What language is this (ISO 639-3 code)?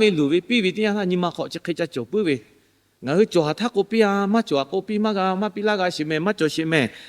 lhu